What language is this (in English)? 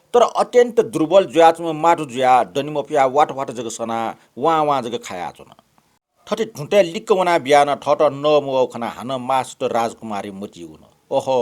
Newari